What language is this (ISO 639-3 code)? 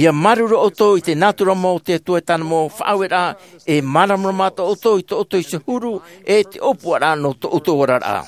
tah